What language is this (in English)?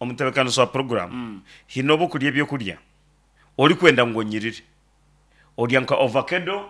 Nyankole